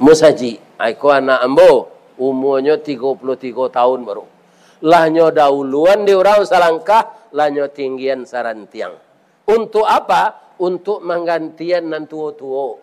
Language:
Minangkabau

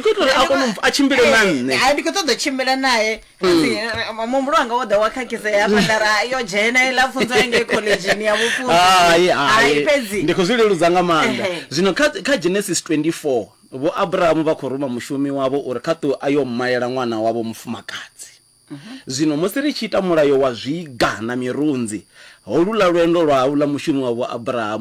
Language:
Venda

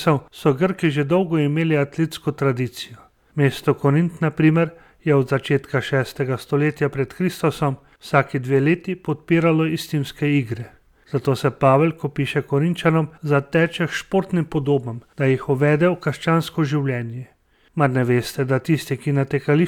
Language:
Slovenian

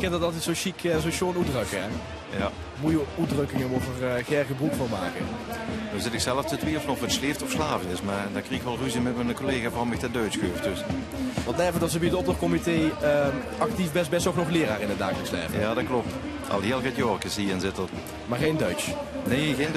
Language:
Limburgish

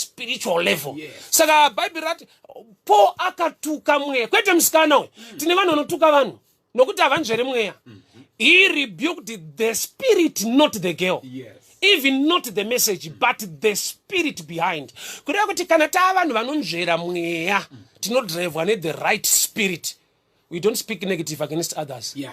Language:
Shona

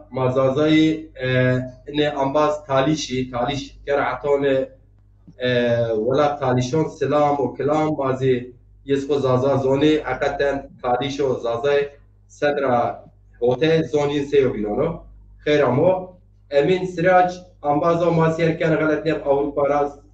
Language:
Zaza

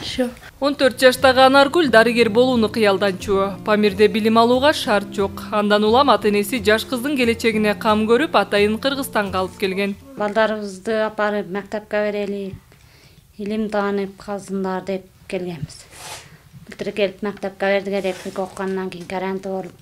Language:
Kyrgyz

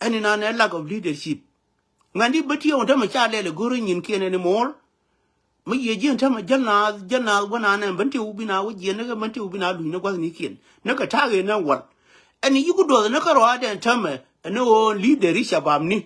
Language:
Nuer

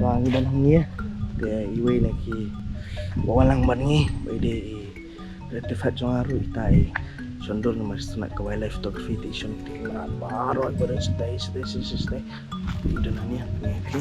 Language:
Khasi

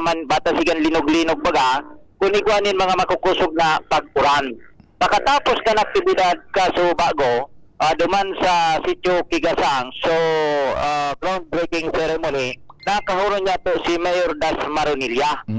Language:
Bikol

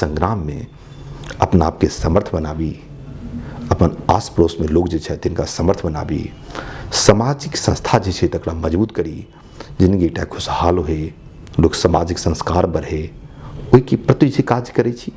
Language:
Maithili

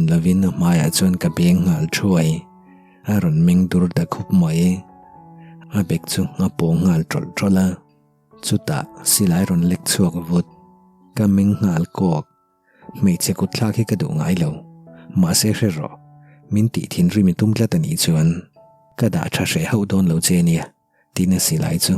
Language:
Mizo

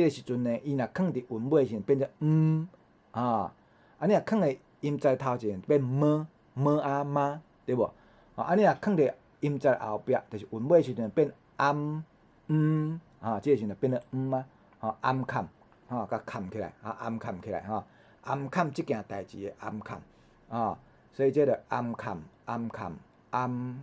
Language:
Min Nan Chinese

